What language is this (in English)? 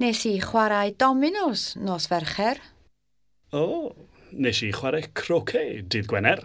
Welsh